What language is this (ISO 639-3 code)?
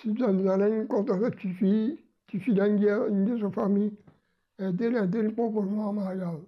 mfe